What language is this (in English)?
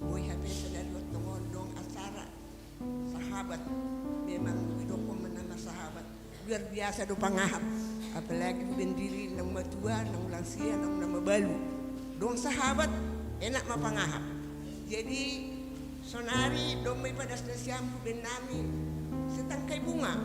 Batak Simalungun